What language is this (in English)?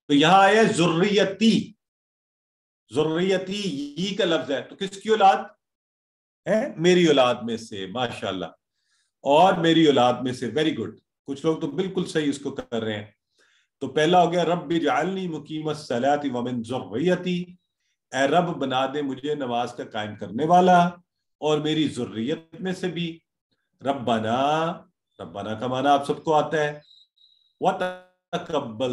Urdu